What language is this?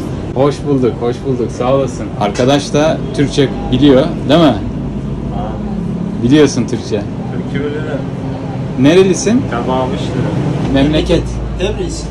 Turkish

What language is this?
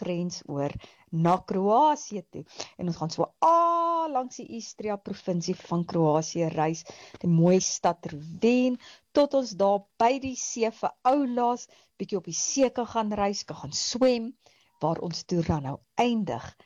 Afrikaans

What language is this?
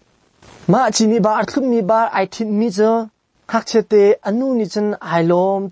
Hakha Chin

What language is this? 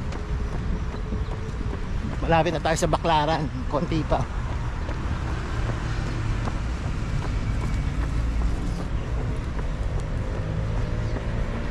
Filipino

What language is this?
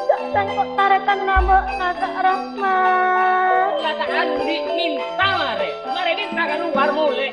Madurese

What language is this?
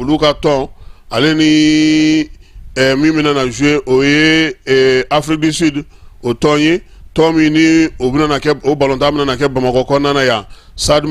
Bambara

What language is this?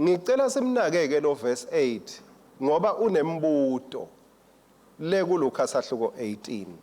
Swati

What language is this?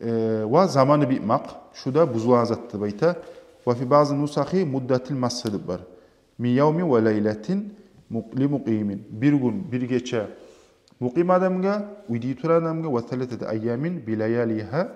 Kumyk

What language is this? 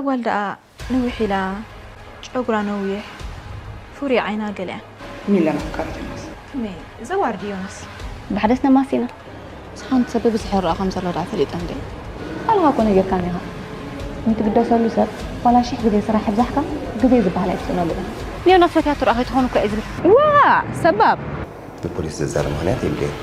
Tigrinya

